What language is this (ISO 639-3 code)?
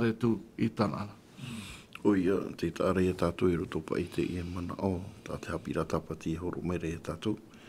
tah